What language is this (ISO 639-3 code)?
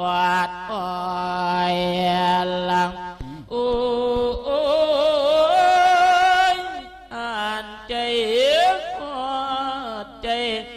tha